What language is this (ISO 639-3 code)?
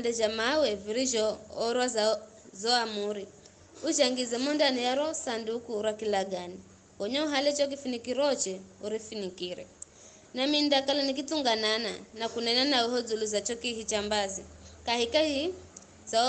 nyf